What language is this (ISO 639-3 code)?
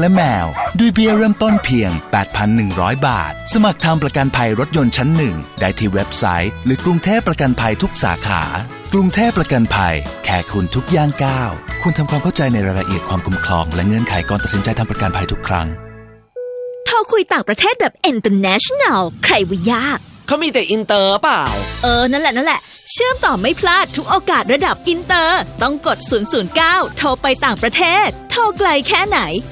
tha